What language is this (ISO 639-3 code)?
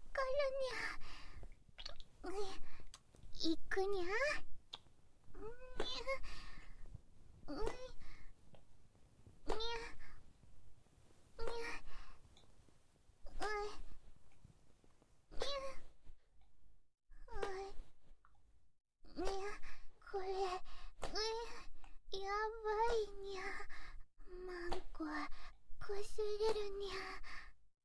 jpn